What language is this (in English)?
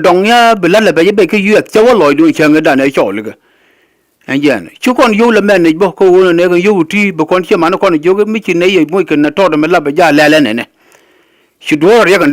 Nuer